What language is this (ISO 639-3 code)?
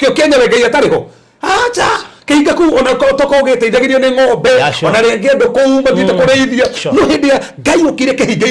kik